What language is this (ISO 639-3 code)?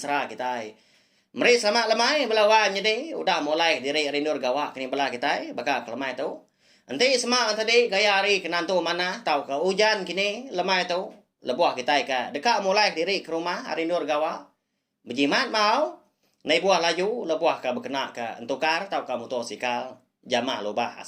iba